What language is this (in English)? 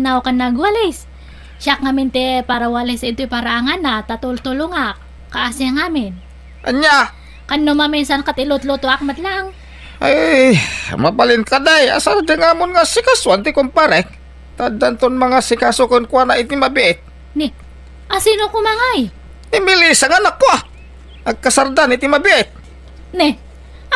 Iloko